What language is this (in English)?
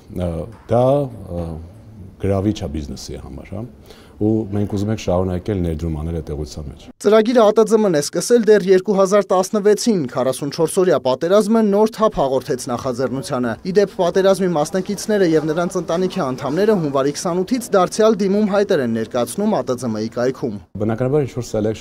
Armenian